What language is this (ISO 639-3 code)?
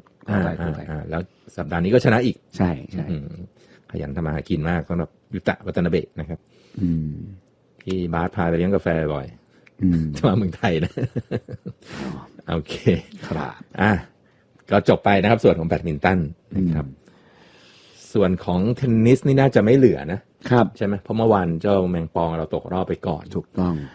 tha